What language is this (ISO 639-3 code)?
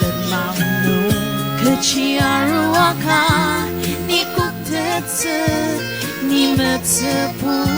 njo